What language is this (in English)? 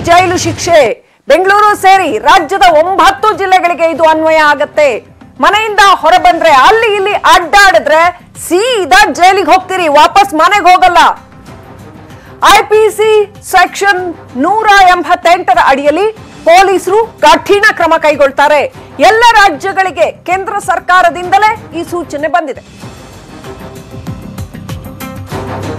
Kannada